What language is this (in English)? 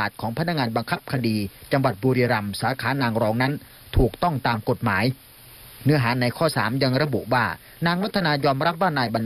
Thai